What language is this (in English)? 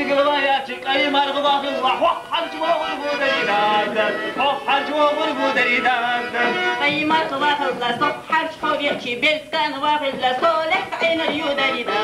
Chechen